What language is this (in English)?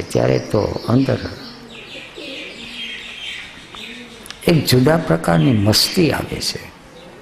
Gujarati